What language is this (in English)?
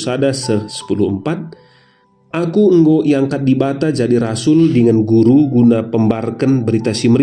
Batak Karo